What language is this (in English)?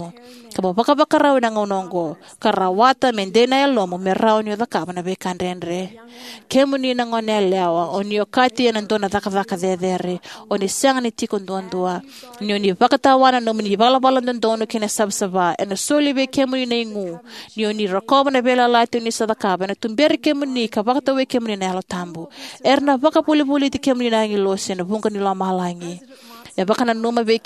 Fijian